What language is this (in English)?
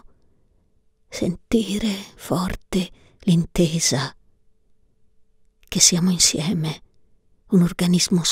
Italian